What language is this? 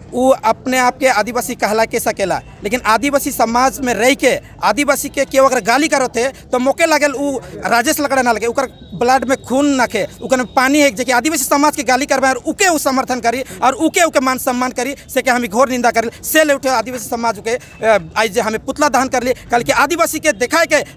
Sadri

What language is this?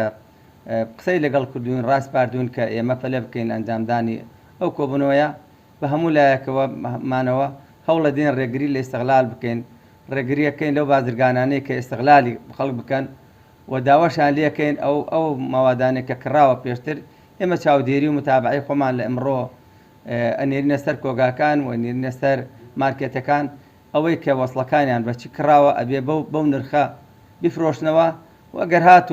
Central Kurdish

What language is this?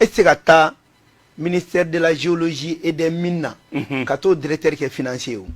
Bambara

